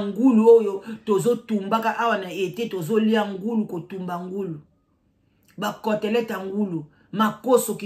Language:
Lingala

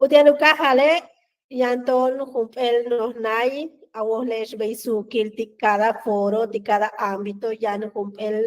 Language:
Yucateco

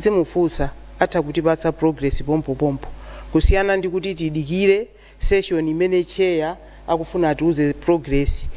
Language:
Nyanja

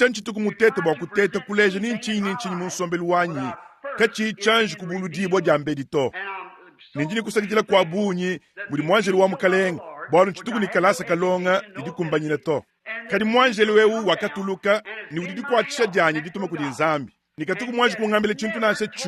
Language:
Luba-Lulua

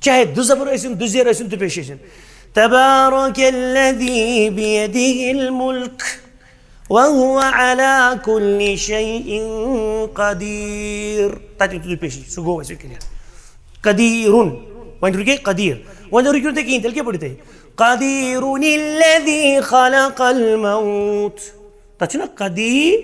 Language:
Kashmiri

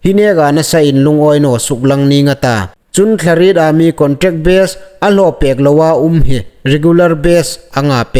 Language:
Hmar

